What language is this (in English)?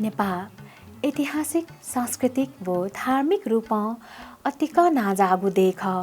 Newari